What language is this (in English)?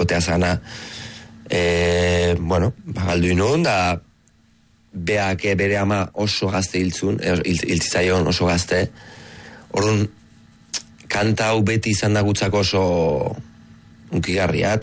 Basque